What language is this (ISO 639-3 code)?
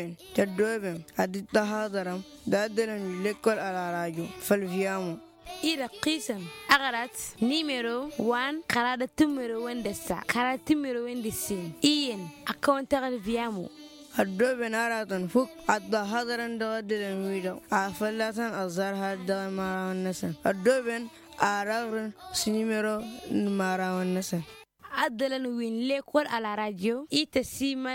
taq